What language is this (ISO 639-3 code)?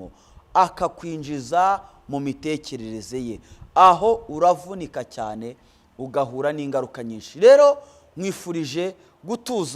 kin